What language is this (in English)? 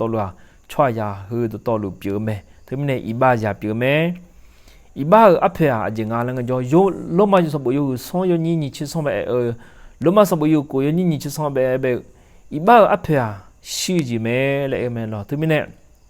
Akha